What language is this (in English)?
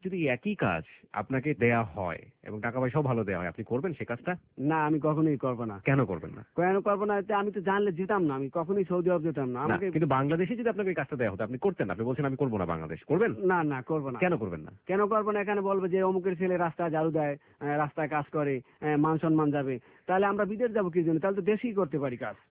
Bangla